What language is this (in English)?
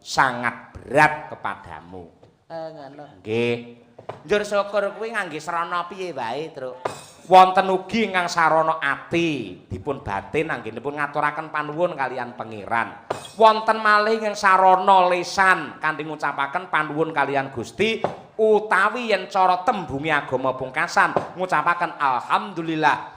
Javanese